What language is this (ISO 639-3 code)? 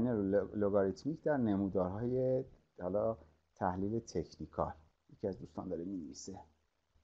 fas